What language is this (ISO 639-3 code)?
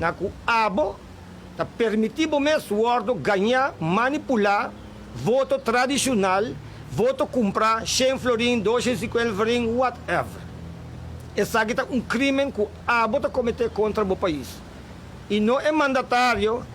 pap